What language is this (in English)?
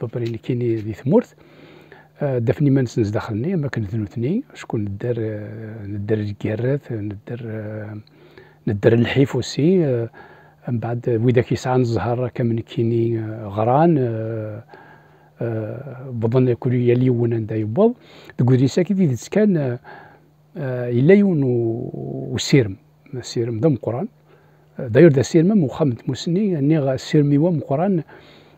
Kabyle